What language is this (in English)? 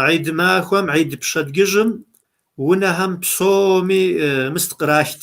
Kabardian